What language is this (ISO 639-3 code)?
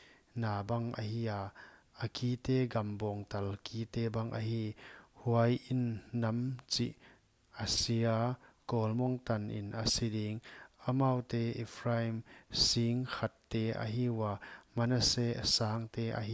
pck